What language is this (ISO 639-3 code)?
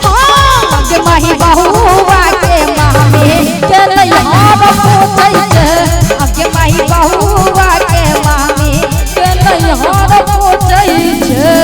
mai